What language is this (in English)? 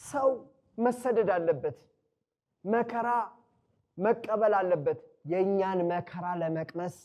Amharic